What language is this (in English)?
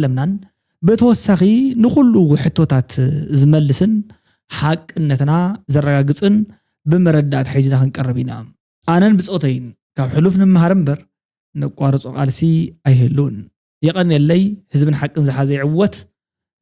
Tigrinya